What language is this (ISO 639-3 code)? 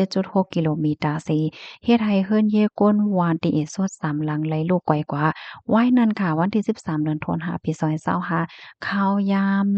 shn